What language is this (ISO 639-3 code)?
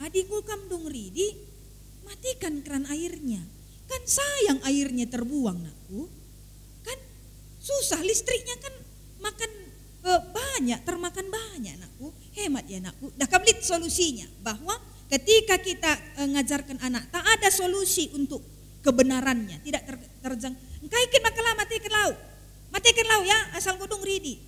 btx